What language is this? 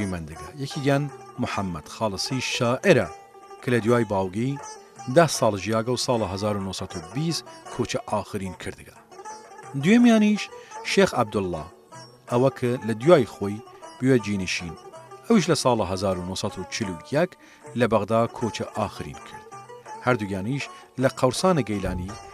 Southern Kurdish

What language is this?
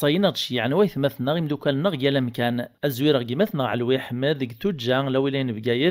Kabyle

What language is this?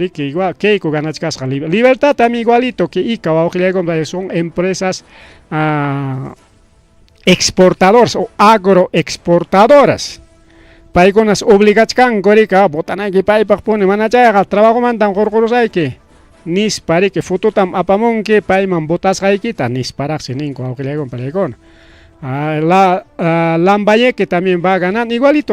Ayacucho Quechua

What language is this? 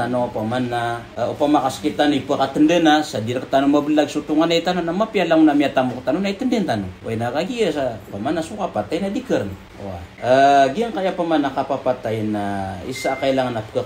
Maranao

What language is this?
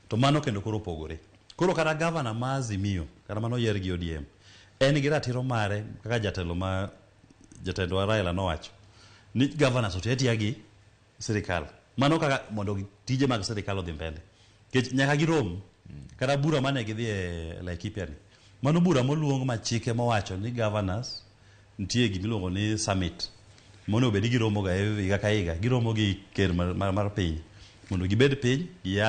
Luo (Kenya and Tanzania)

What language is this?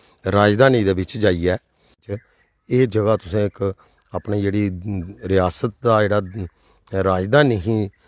Dogri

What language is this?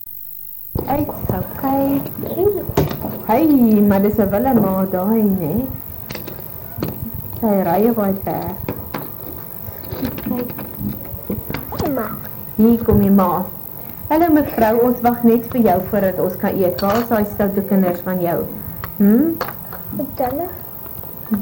Afrikaans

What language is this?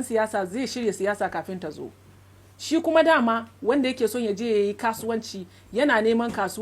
Hausa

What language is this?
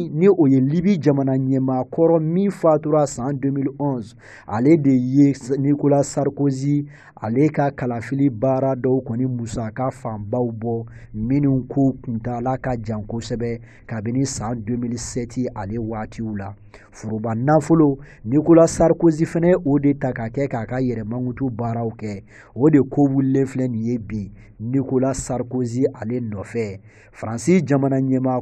Bambara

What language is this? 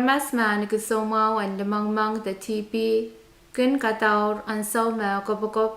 Pohnpeian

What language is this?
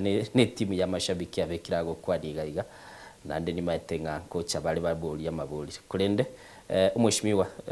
Gusii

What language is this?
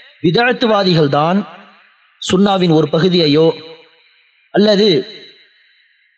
Tamil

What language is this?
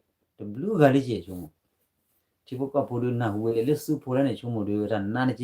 S'gaw Karen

